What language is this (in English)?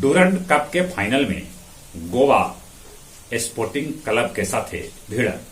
Magahi